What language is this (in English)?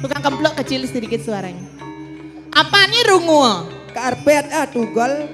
Balinese